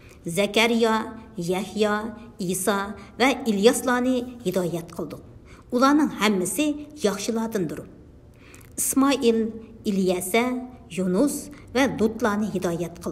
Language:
Uyghur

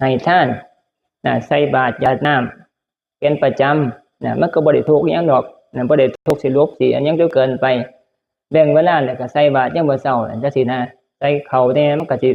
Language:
Northeastern Thai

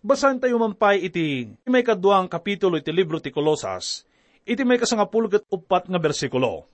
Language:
Iloko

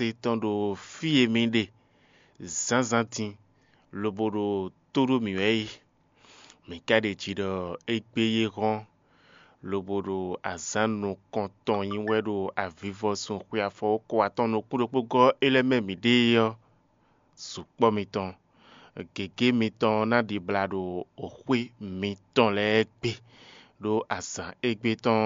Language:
Fon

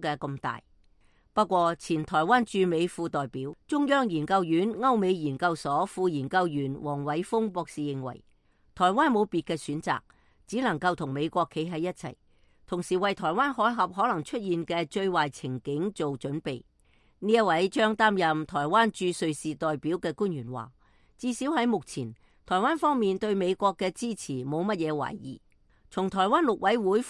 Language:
Cantonese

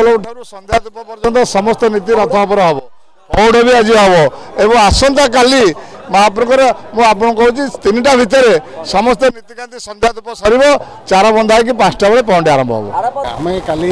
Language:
Odia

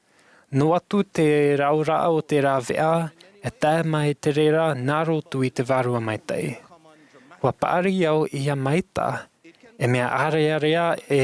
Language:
Tahitian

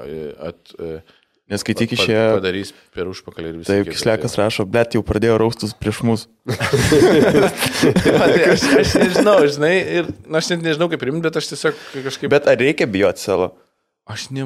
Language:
Lithuanian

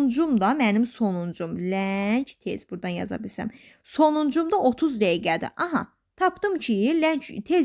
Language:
Azerbaijani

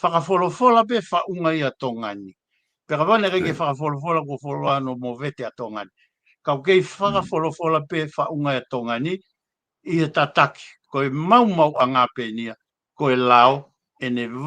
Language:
Tongan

